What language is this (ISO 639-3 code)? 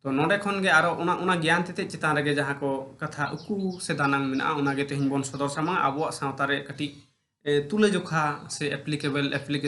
sat